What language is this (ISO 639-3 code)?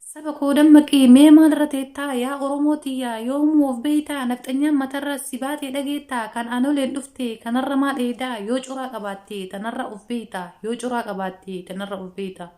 orm